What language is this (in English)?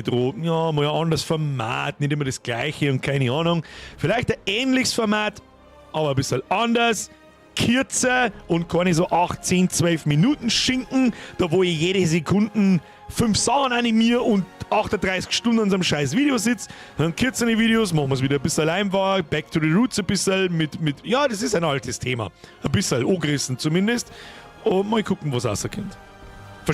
Bavarian